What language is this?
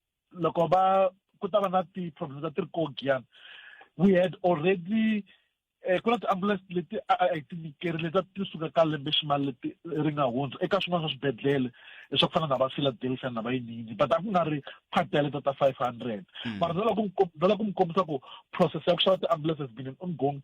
Tsonga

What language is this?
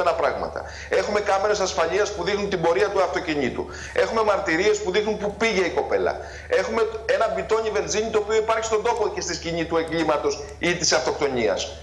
Greek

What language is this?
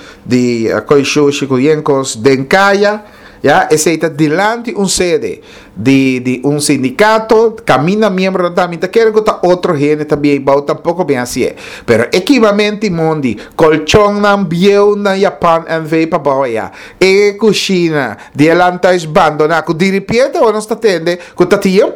Papiamento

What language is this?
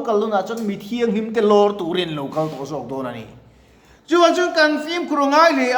Mizo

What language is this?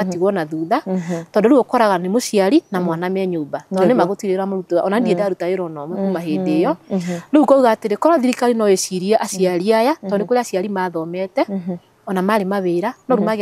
Kikuyu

